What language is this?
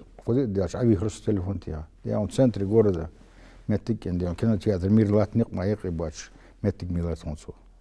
Ingush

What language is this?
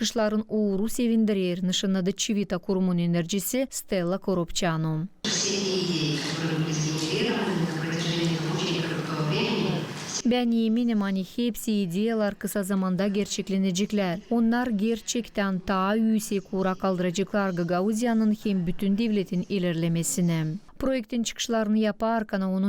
Gagauz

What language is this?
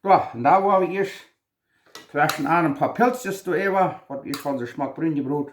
Plautdietsch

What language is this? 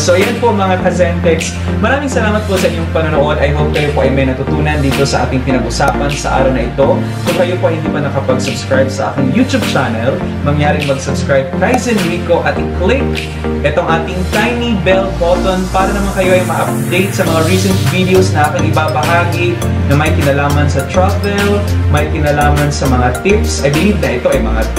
Filipino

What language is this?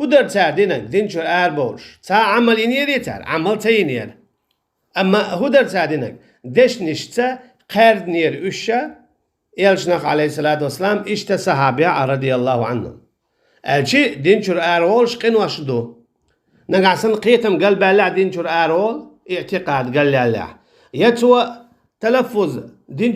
Chechen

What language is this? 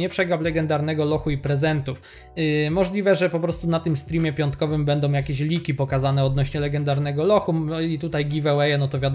Polish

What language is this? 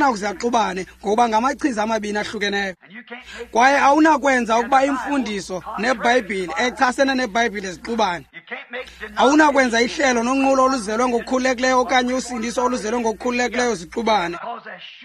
Xhosa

